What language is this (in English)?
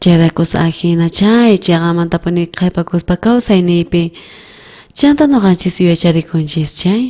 South Bolivian Quechua